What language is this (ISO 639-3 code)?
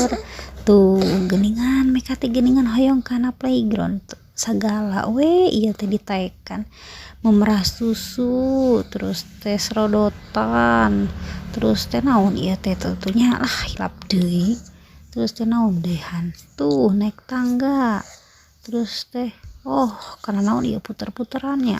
sun